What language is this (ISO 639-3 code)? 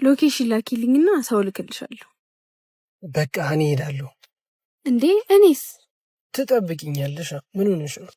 amh